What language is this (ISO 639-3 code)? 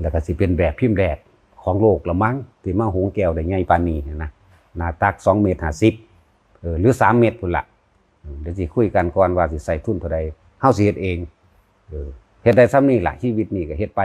tts